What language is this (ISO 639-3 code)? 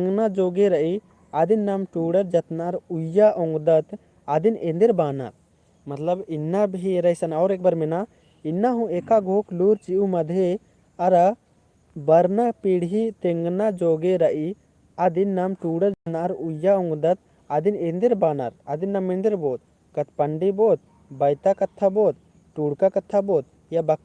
kru